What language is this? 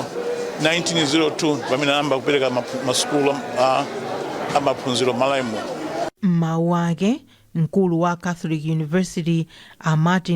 Nyanja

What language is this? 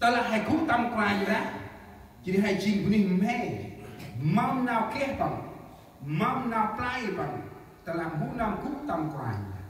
Central Mnong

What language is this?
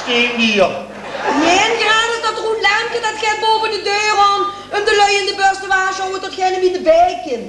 Limburgish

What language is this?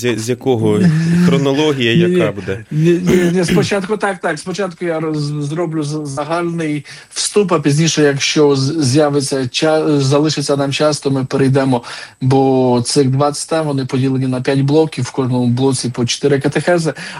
Ukrainian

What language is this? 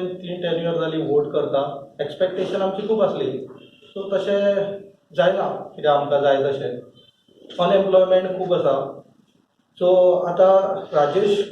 Konkani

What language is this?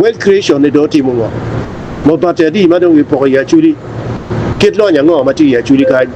Acoli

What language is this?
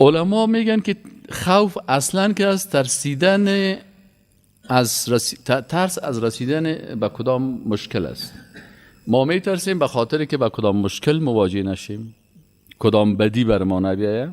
Persian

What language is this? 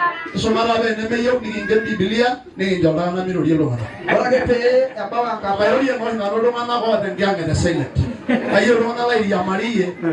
Masai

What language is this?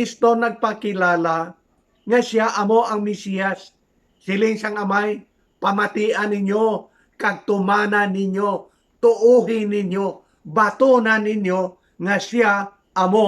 Hiligaynon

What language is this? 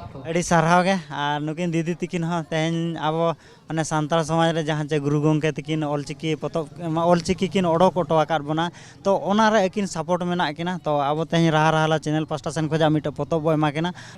Santali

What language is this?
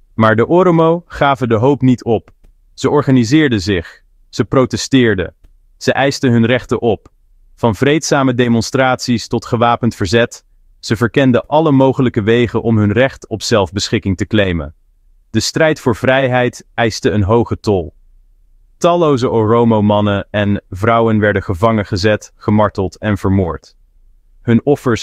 Dutch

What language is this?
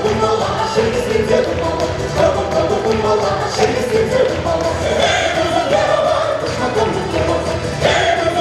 Chuvash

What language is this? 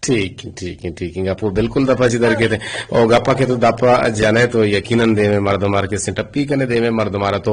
Eastern Balochi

